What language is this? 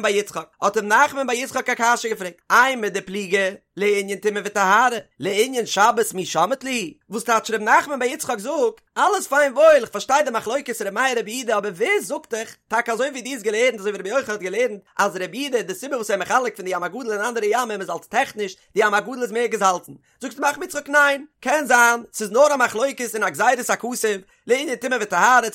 Yiddish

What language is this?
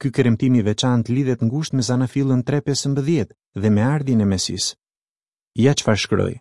Albanian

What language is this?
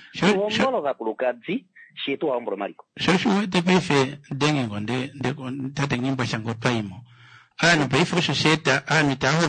Kuanyama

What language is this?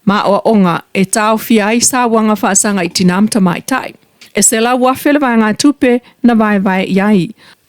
Samoan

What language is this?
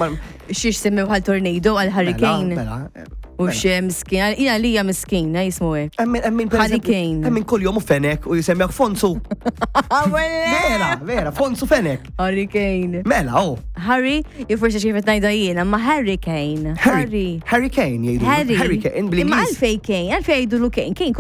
Maltese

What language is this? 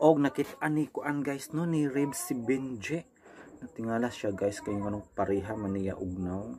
Cebuano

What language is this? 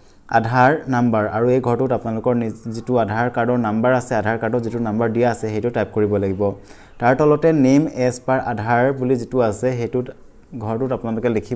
Assamese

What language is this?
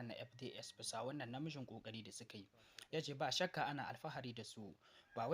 Hausa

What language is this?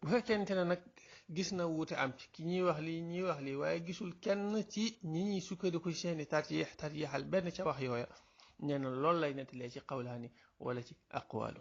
Wolof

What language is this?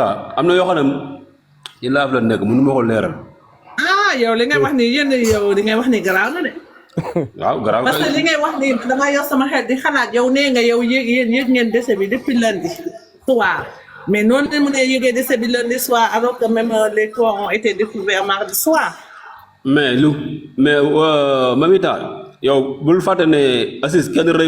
Wolof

